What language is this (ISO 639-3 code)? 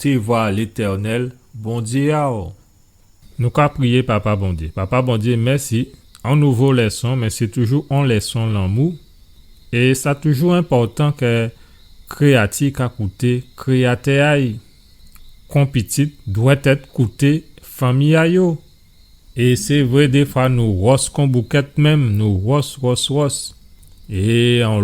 gcf